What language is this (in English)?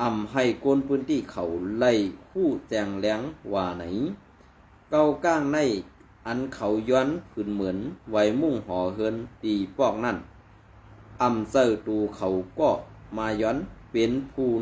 Shan